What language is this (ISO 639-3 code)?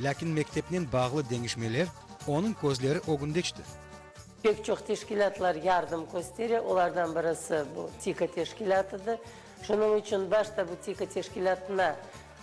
crh